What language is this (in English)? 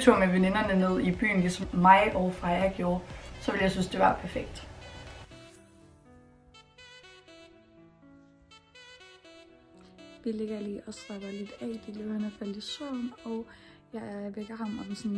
Danish